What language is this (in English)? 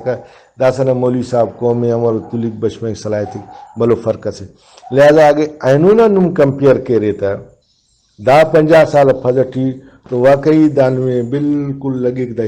Brahui